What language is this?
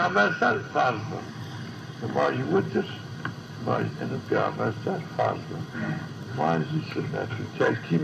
Zaza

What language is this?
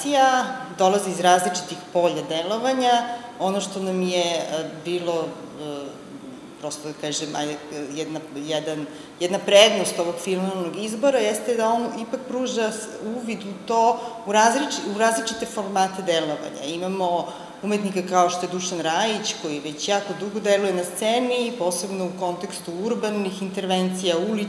Serbian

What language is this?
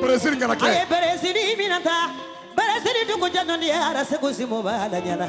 Bambara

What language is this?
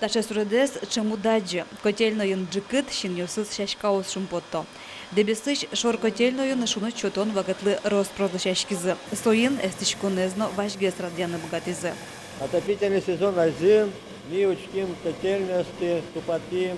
Udmurt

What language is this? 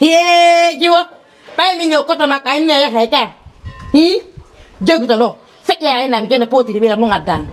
Fula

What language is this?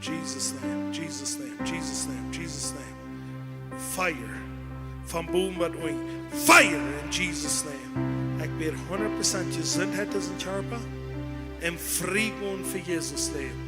Plautdietsch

